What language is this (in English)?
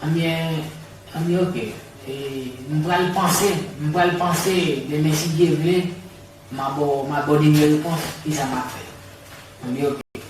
Haitian Creole